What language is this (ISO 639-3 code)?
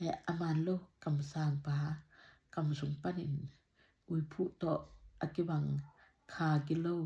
ctd